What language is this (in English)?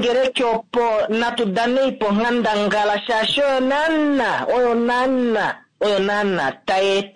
Kuanyama